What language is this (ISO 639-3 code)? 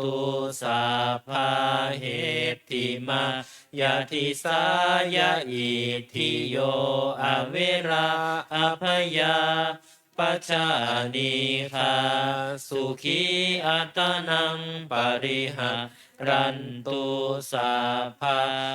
pli